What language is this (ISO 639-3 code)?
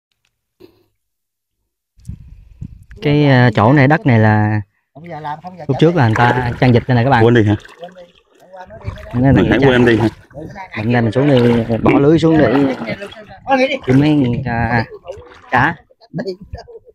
vie